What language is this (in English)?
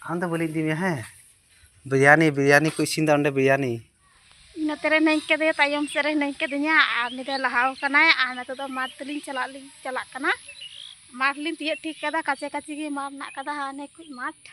Santali